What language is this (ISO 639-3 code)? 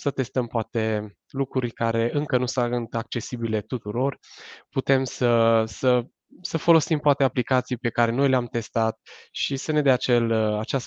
ron